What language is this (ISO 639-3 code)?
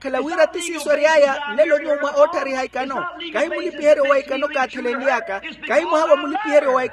vmw